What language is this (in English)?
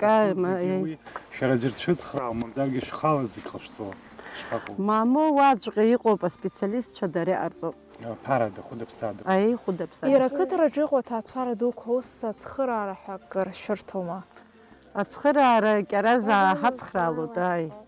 Abkhazian